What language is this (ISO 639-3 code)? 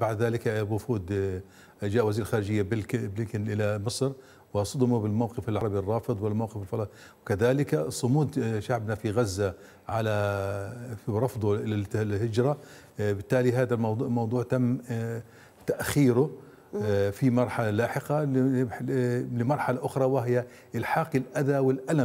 ara